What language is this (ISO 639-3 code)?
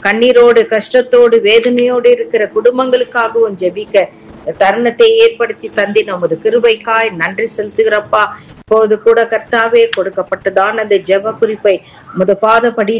tam